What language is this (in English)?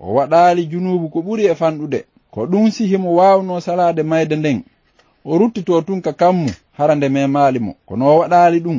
Fula